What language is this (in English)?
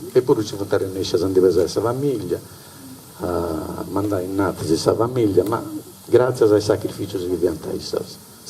Sardinian